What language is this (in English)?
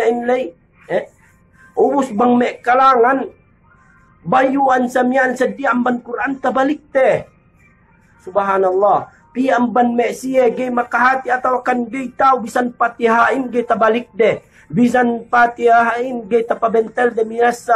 Yakan